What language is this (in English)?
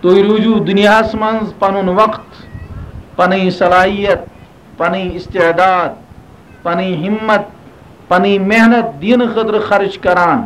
Kashmiri